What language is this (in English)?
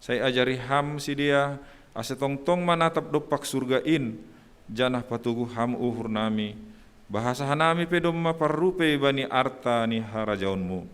Batak Simalungun